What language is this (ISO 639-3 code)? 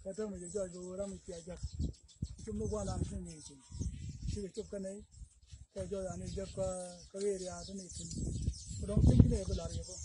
nus